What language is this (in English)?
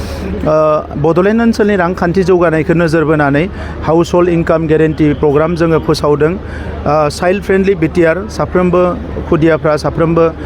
Bodo